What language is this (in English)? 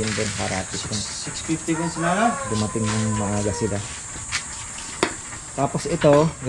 Filipino